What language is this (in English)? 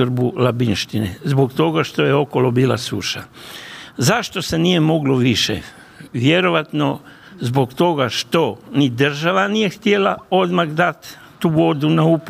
Croatian